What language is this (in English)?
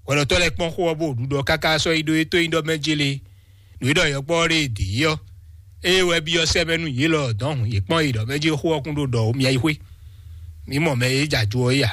Fon